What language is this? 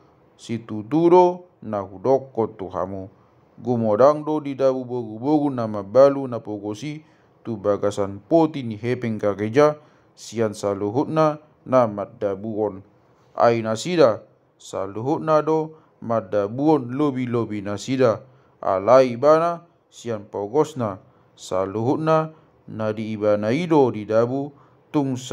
Batak Toba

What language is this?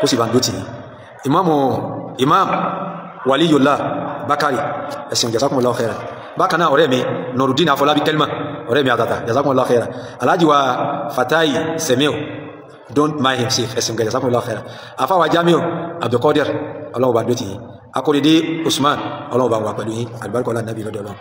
Yoruba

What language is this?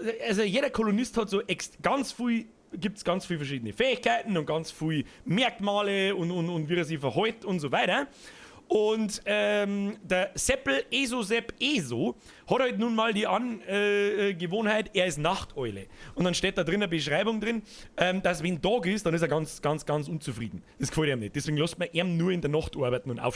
Bavarian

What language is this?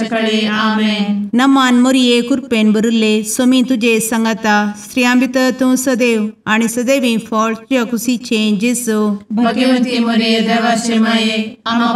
Konkani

